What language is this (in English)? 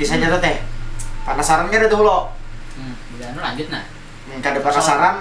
Banjar